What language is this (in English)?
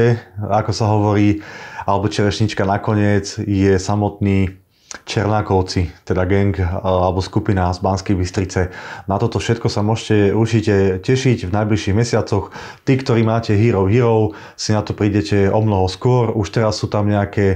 Slovak